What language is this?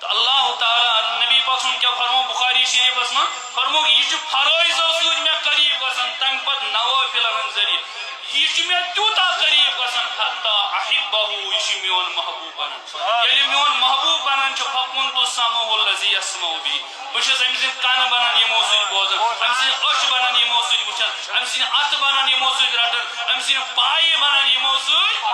Kashmiri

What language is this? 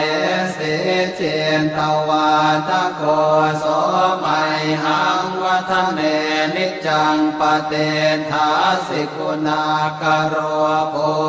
Pali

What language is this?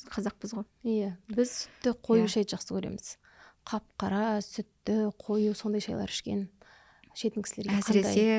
Kazakh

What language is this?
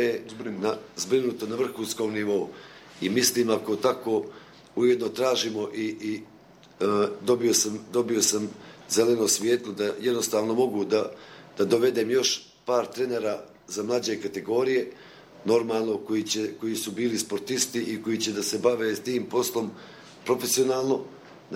Bosnian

